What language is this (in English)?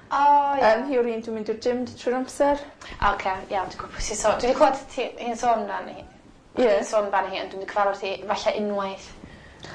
Welsh